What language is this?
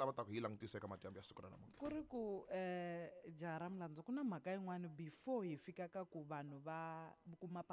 Tsonga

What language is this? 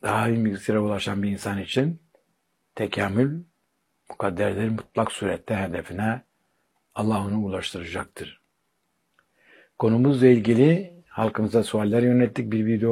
Turkish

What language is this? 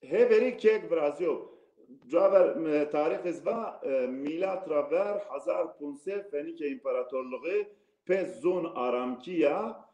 Zaza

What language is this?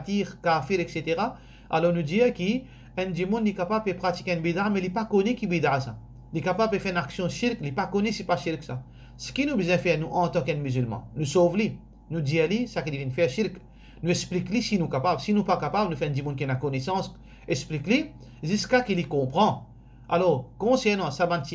Morisyen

